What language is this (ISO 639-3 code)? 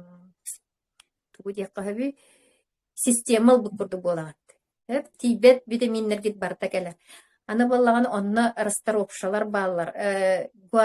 sah